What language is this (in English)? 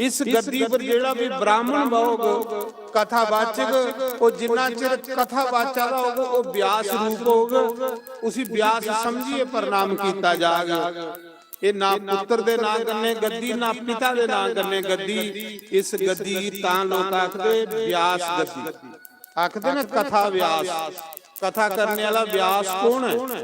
Dogri